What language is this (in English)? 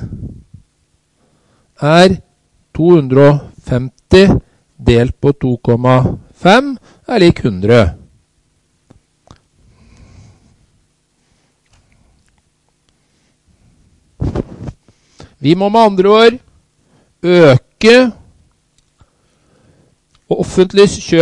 Norwegian